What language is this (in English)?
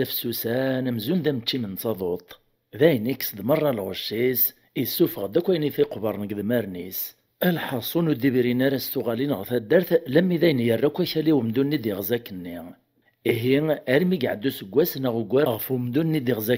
Kabyle